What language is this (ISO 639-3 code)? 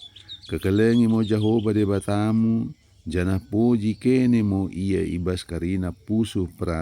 btd